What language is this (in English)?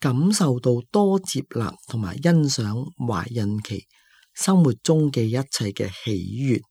Cantonese